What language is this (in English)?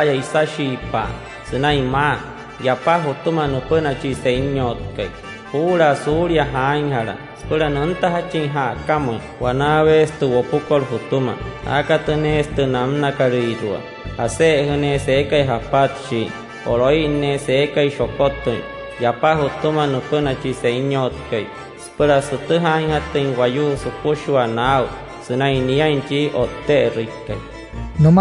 Wayuu